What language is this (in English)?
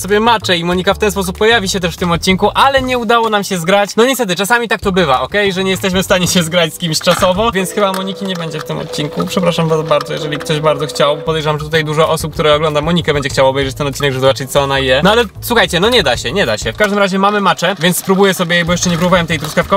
Polish